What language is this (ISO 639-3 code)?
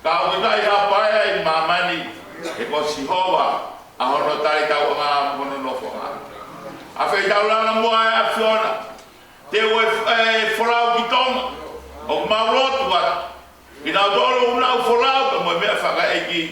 ton